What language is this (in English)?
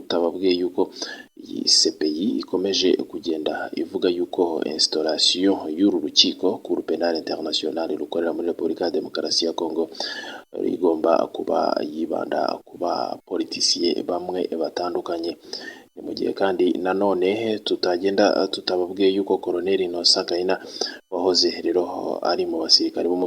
Kinyarwanda